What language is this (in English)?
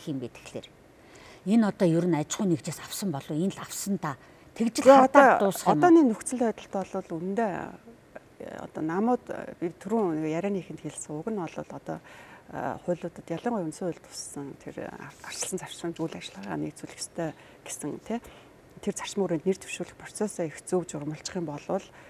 Mongolian